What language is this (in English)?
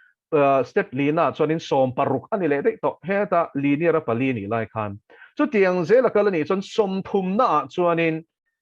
Mizo